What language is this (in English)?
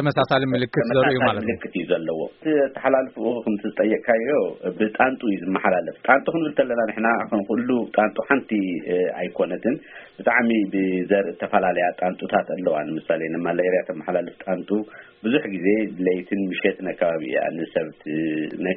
Tigrinya